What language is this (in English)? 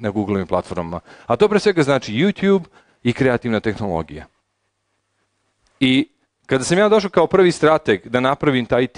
Serbian